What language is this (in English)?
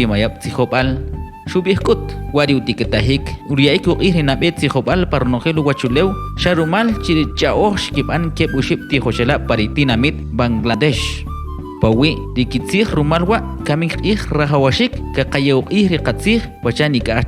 Kʼicheʼ